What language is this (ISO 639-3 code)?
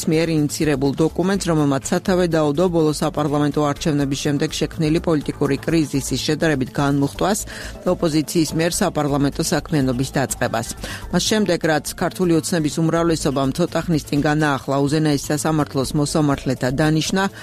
kat